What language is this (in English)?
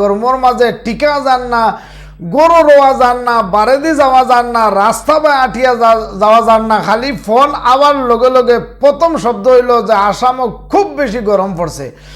Sylheti